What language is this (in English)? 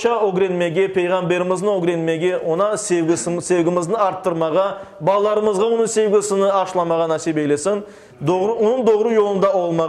Crimean Tatar